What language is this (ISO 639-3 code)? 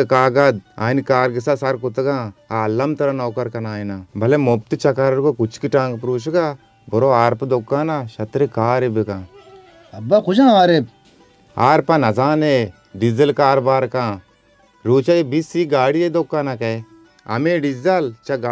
bal